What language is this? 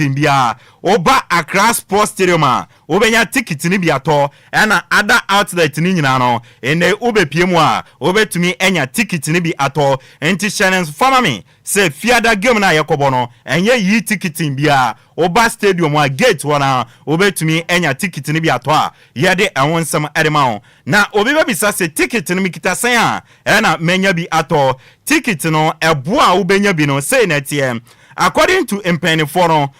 Akan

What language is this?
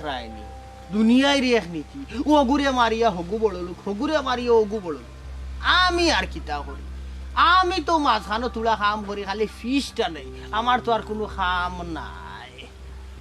Sylheti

